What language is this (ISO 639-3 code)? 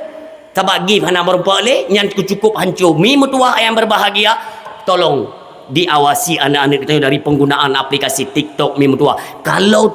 ace